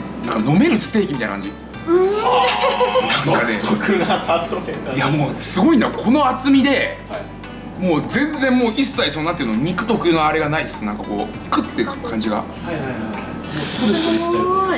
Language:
Japanese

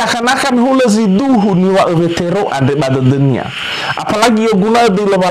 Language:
Nias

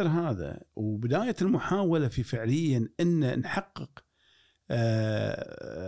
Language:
Gulf Arabic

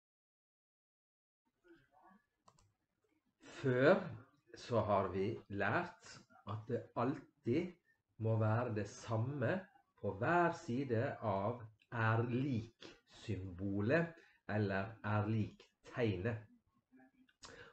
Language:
Norwegian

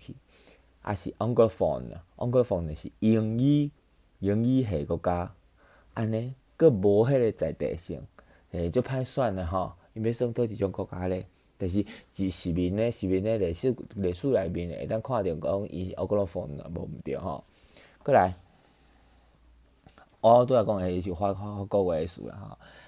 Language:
Min Nan Chinese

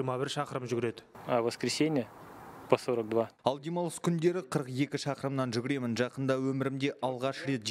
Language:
Kazakh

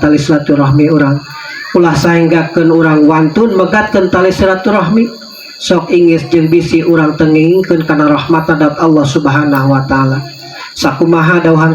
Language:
Sundanese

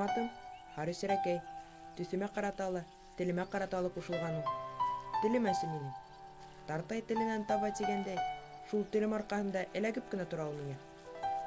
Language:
Bashkir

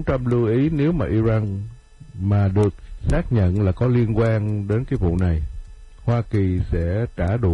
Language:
Vietnamese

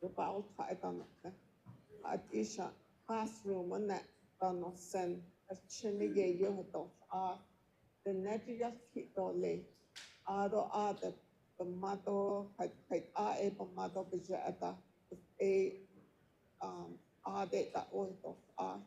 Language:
Navajo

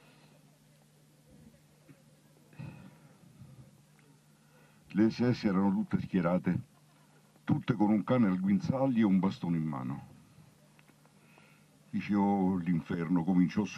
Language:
Italian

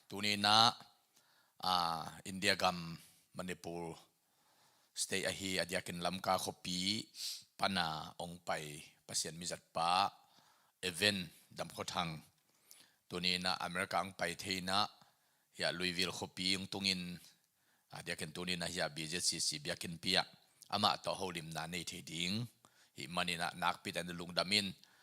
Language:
Tedim Chin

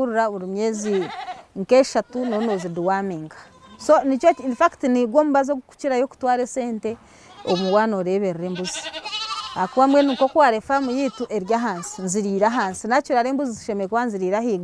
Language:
Nyankole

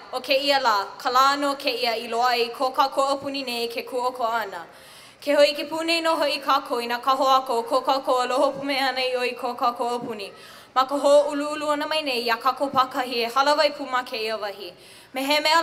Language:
Hawaiian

